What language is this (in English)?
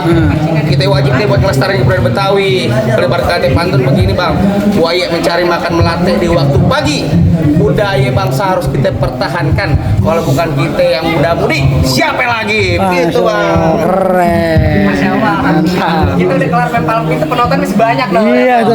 Betawi